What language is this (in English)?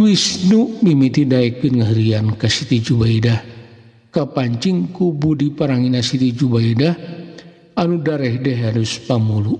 Sundanese